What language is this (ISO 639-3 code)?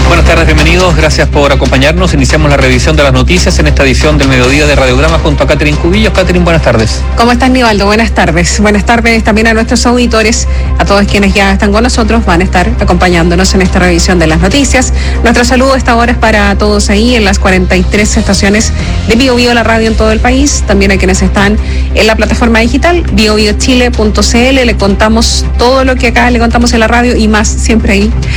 spa